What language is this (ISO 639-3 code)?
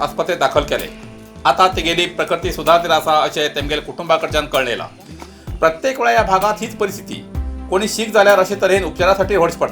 kok